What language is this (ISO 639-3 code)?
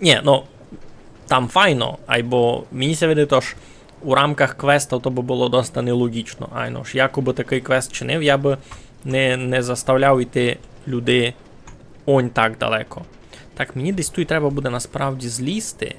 rue